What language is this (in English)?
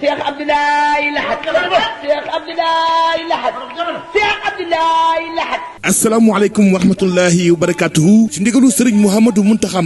Wolof